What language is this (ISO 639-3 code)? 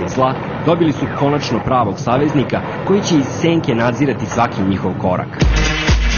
srp